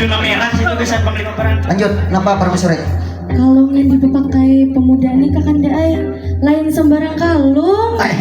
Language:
Banjar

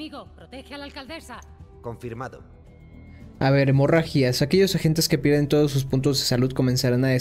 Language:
Spanish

